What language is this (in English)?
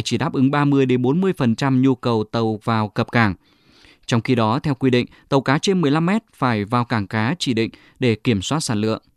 Vietnamese